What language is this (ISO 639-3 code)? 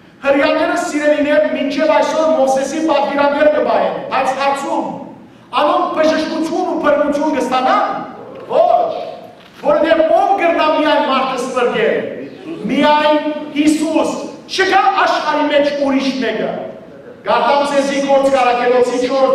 hyw